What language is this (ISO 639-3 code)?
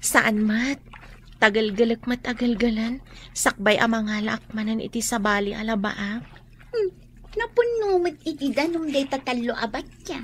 ilo